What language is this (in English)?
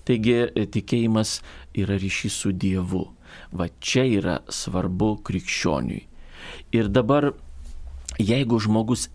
Lithuanian